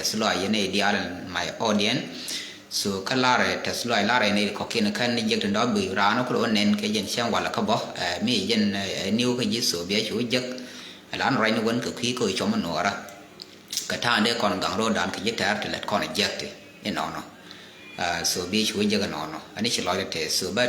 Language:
Nuer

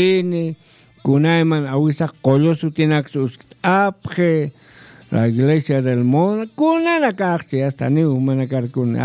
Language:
Aymara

